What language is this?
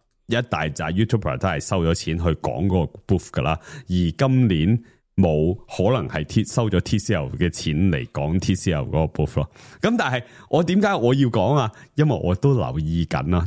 Cantonese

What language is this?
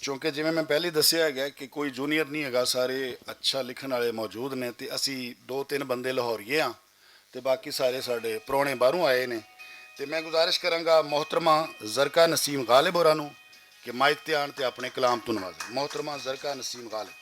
Western Panjabi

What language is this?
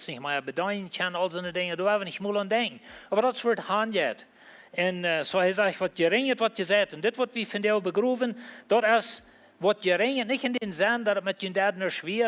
Plautdietsch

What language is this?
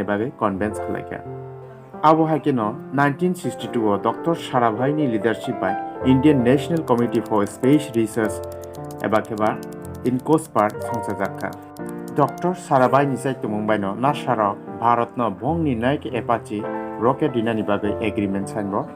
Kok Borok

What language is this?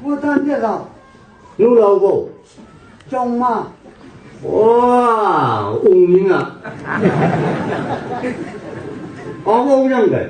Chang Naga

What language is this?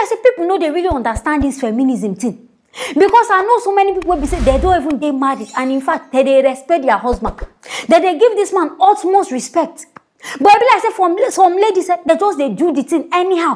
Nigerian Pidgin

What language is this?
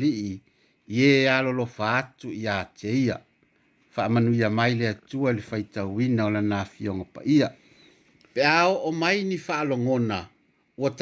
Samoan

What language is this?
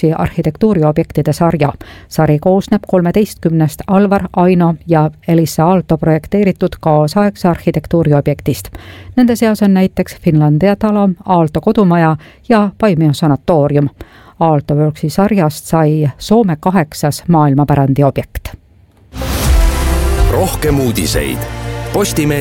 Estonian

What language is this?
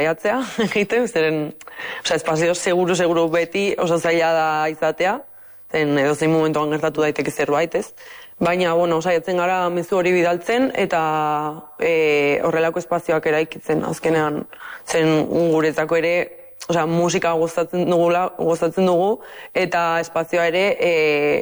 Basque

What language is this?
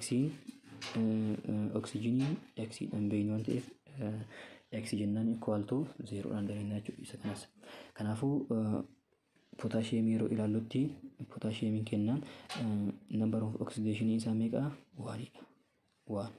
Oromo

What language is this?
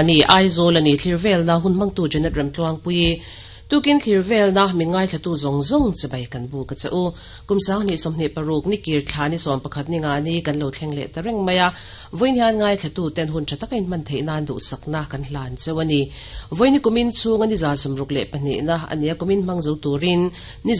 Mizo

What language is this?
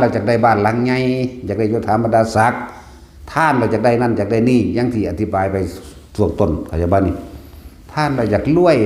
Lao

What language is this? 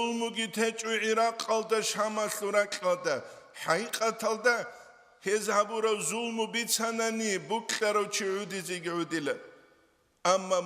Avaric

